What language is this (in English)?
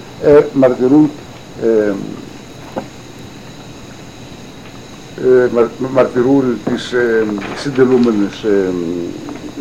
Greek